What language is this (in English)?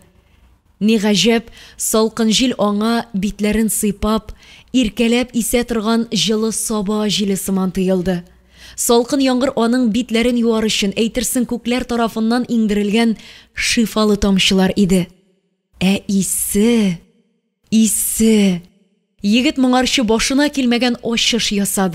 Tatar